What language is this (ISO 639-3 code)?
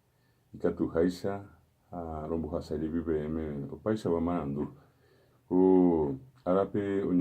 grn